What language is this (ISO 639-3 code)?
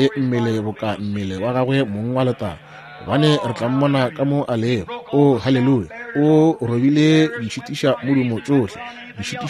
nso